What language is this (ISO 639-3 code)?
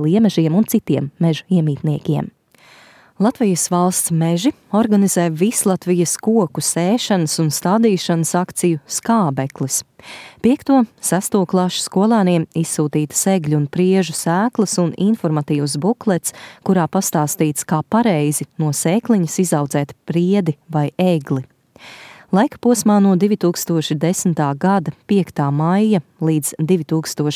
lav